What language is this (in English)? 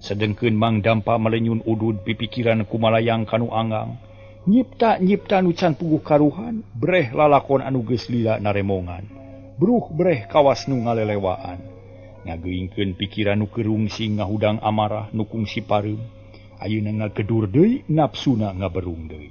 Sundanese